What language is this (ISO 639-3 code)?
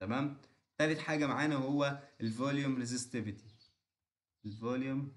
arz